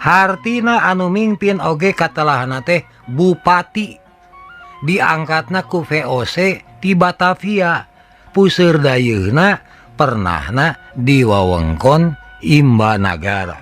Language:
Sundanese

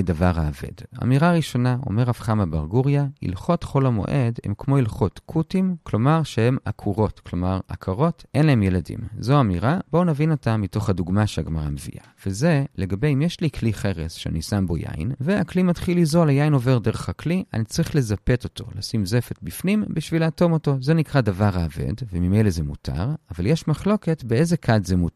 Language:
Hebrew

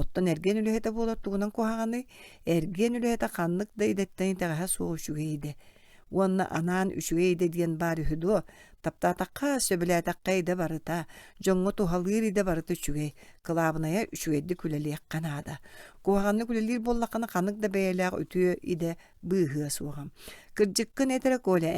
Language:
Yakut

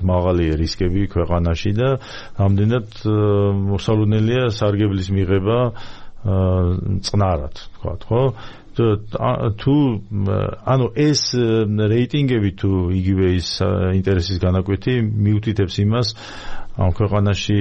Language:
Georgian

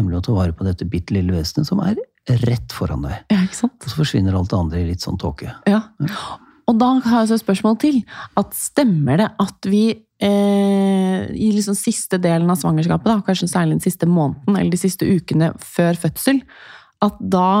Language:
Norwegian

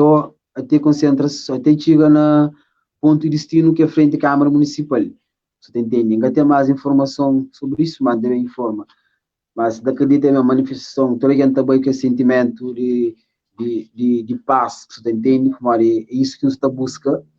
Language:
Kabuverdianu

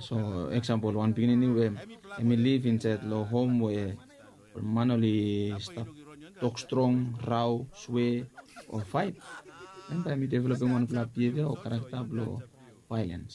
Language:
Bislama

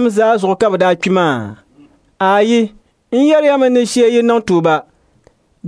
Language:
Dagbani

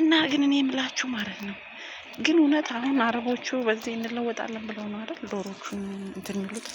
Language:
Amharic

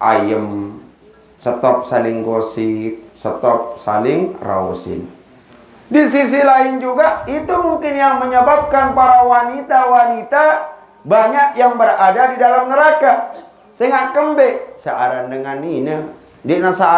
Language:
Sasak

